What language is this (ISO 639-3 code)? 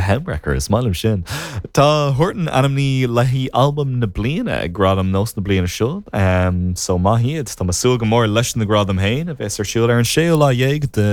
gle